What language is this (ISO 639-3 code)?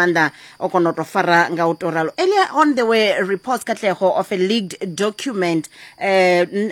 ven